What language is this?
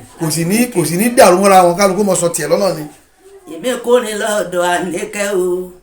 Yoruba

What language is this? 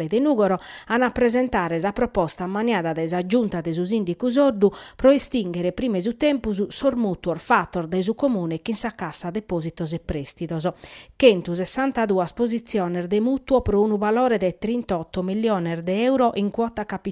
Sardinian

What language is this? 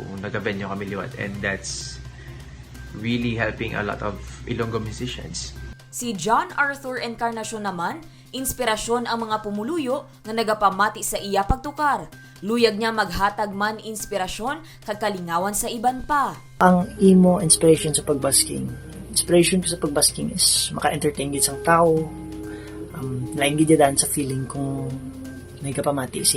Hiligaynon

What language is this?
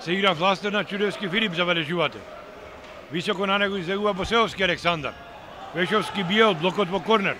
Macedonian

